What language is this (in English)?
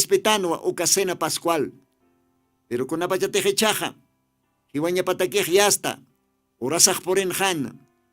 Aymara